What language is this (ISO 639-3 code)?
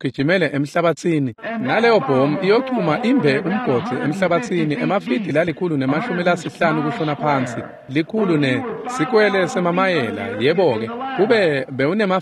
ssw